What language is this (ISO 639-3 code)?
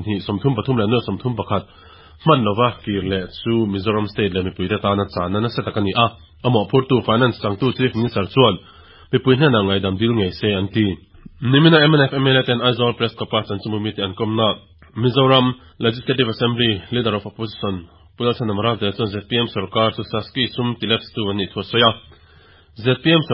lus